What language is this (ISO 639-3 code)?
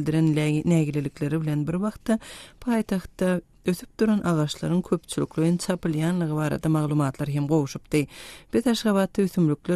tuk